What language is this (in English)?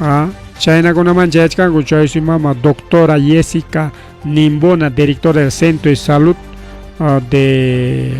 Ayacucho Quechua